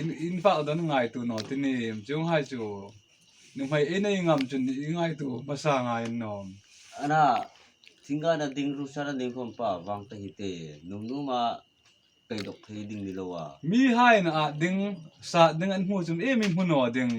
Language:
Hmar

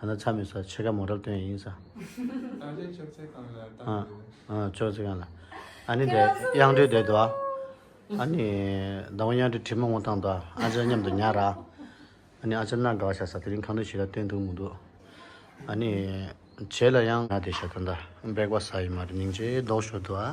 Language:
Tibetan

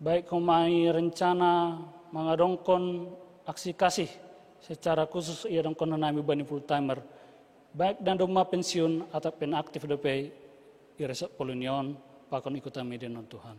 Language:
Batak Simalungun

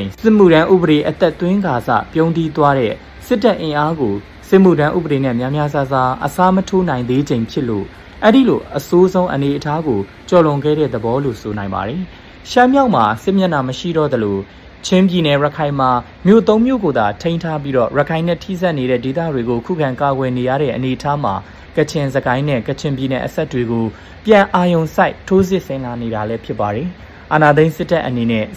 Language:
Burmese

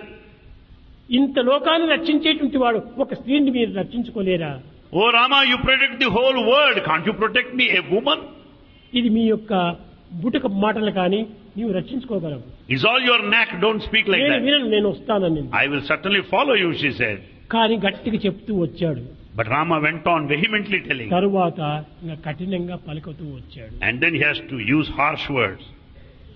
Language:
Telugu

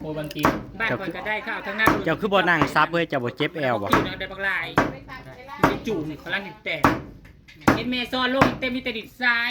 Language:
Northeastern Thai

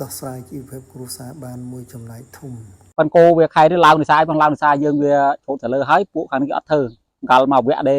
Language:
Khmer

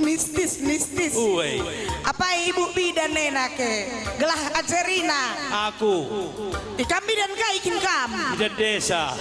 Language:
Batak Karo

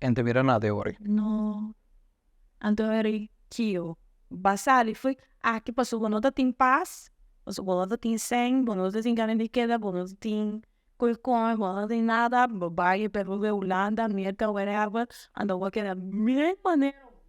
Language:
Papiamento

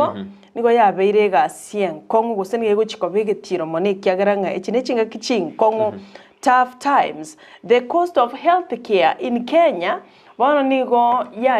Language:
Gusii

